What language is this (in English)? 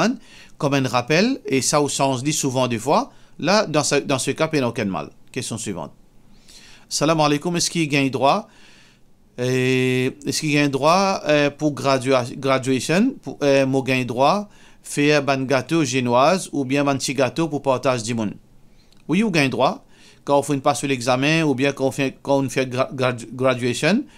Morisyen